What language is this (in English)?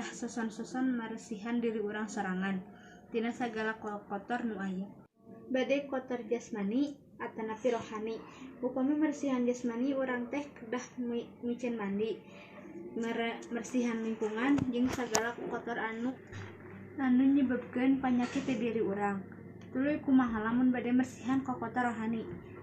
Sundanese